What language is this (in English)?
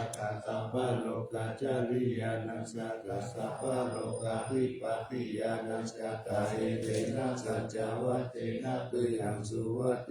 Pali